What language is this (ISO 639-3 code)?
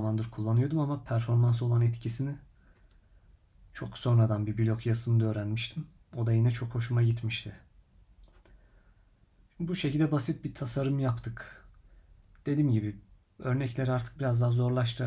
tur